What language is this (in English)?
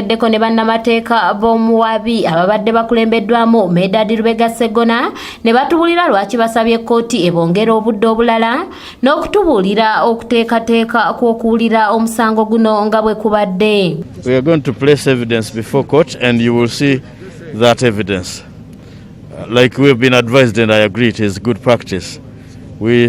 Ganda